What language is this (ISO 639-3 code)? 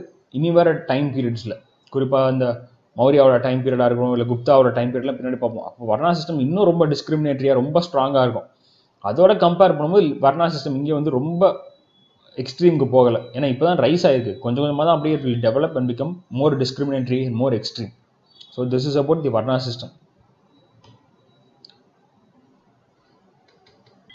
tam